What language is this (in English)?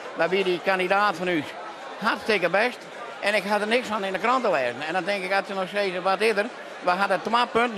Western Frisian